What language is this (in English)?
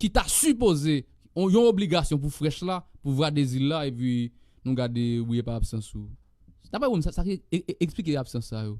Haitian Creole